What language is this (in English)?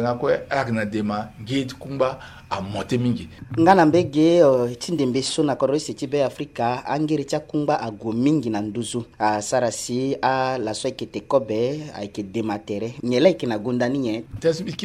Sango